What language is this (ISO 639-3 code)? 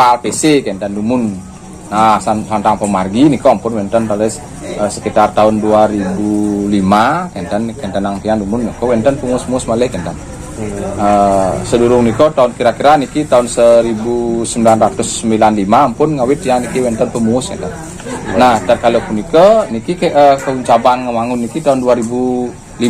ban